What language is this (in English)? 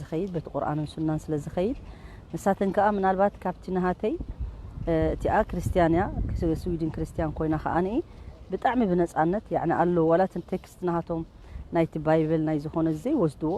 Tigrinya